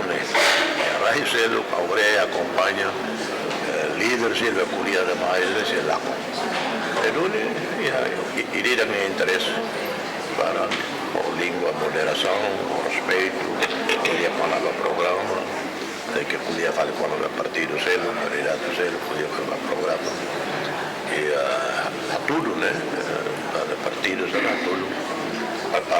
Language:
Tetum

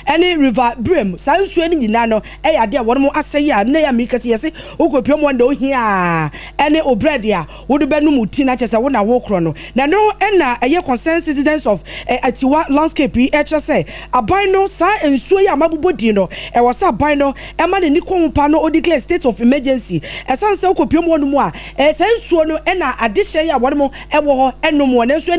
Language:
Akan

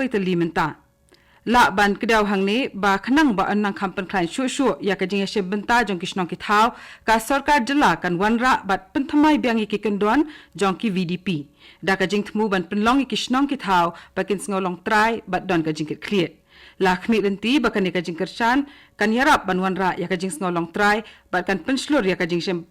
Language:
Khasi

